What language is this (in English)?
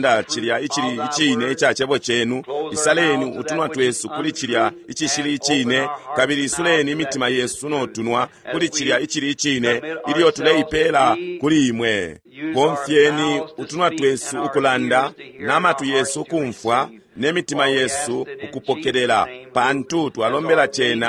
Bemba